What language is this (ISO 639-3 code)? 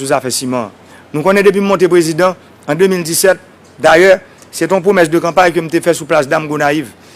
hat